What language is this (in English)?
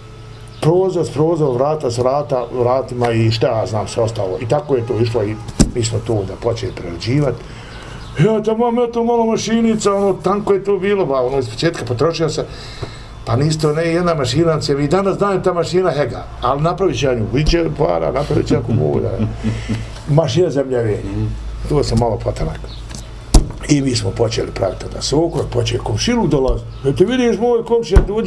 Bosnian